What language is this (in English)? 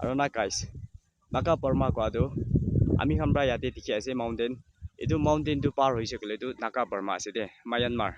Naga Pidgin